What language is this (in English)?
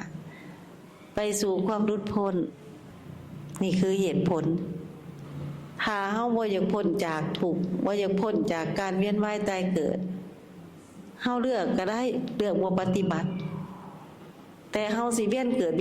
Lao